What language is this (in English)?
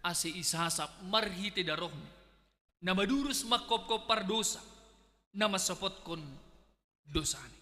Batak Simalungun